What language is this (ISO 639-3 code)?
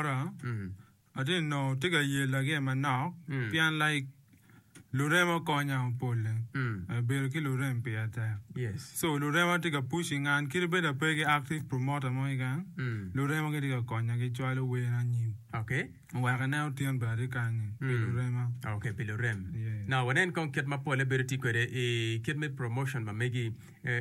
ach